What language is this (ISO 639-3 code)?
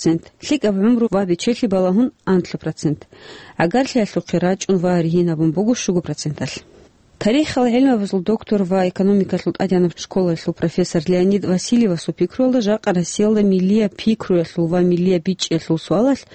ava